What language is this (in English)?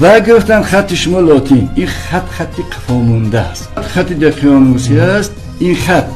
Tajik